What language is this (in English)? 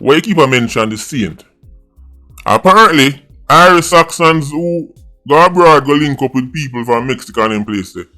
Jamaican Creole English